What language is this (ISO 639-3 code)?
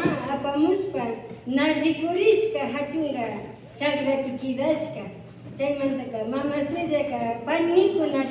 qvi